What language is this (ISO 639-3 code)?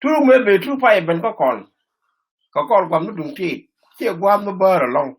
nus